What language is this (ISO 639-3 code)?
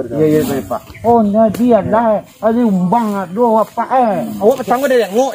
min